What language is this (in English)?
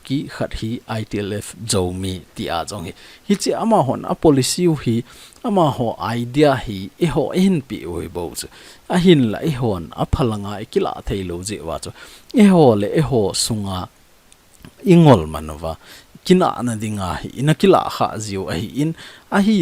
Thado Chin